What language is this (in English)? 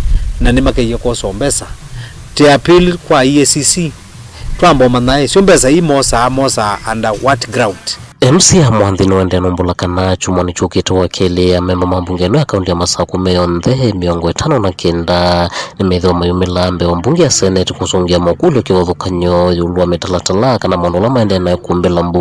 Kamba